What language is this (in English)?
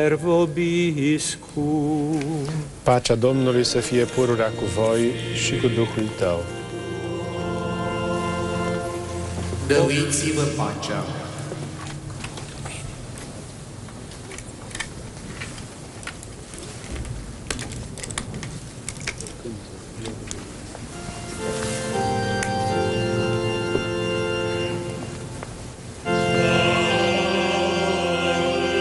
Romanian